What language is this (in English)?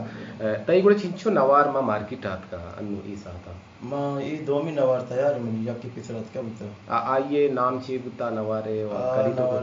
Baluchi